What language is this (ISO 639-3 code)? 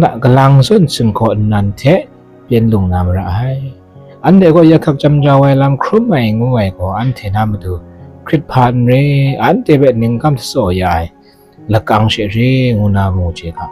kac